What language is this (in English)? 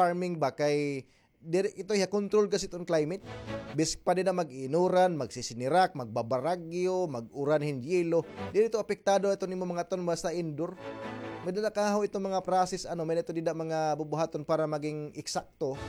Waray